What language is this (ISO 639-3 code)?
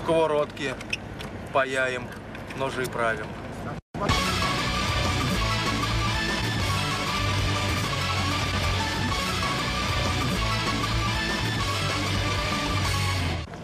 rus